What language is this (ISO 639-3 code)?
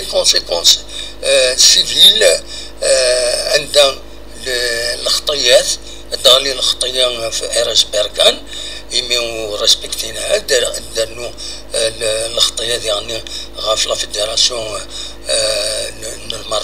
kab